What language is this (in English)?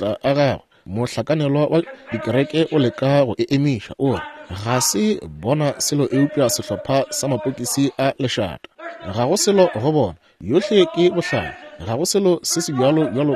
Northern Sotho